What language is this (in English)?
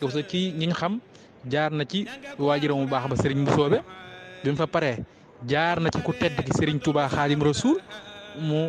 Wolof